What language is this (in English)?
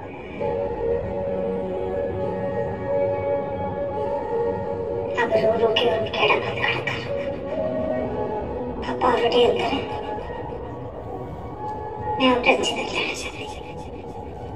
Hindi